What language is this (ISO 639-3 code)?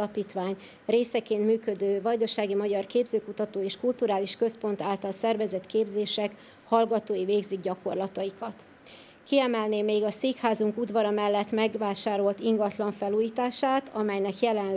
hun